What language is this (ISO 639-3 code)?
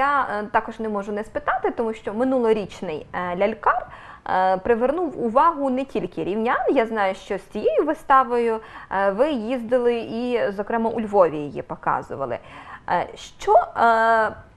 ukr